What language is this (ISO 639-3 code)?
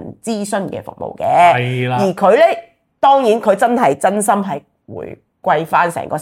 yue